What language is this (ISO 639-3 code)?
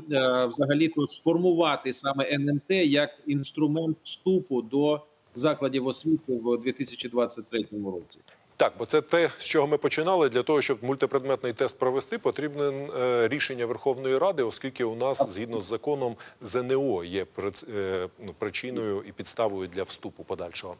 ukr